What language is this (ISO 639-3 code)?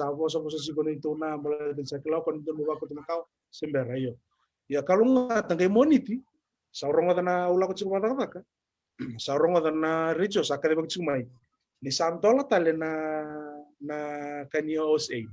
fij